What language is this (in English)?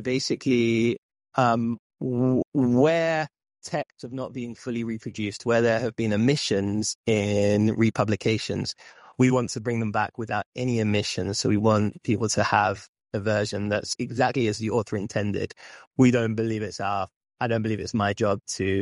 English